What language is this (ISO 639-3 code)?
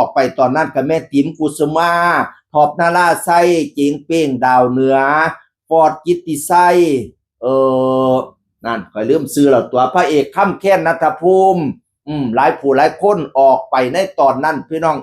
tts